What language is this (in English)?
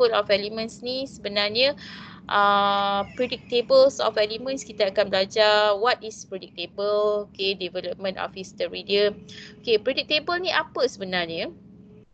Malay